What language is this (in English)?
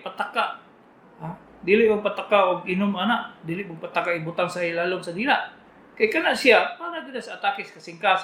Cebuano